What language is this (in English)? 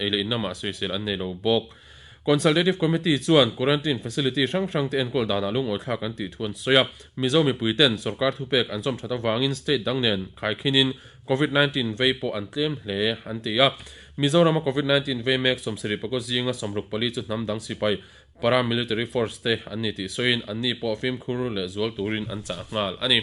Mizo